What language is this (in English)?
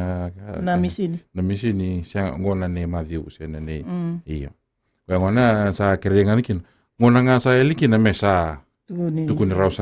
Fijian